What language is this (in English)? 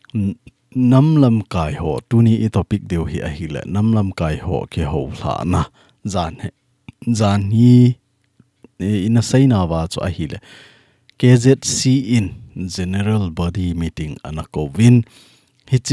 Thado Chin